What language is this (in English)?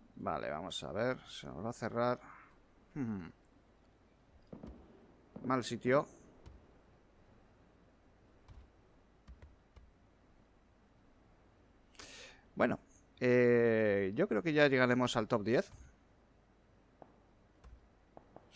Spanish